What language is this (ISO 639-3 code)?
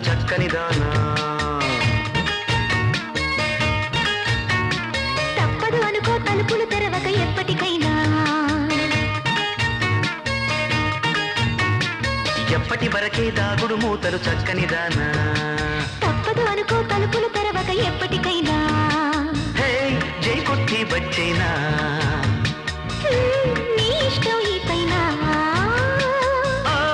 tel